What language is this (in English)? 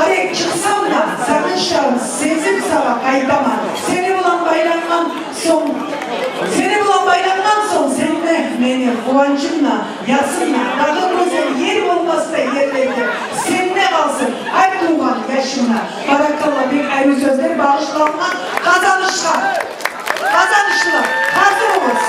Kumyk